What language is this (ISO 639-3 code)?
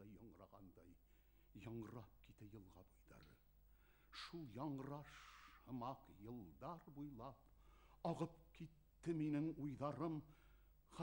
bak